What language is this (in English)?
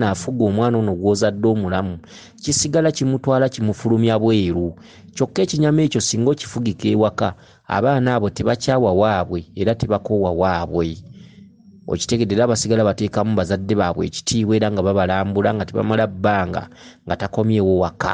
Ganda